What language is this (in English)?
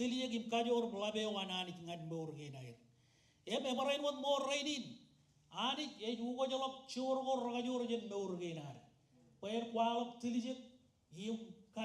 Marshallese